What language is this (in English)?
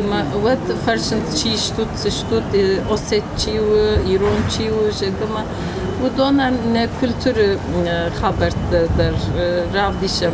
Ossetic